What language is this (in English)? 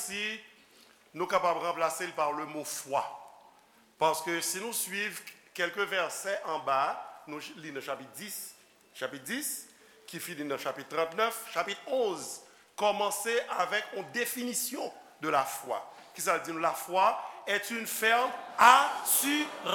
Haitian Creole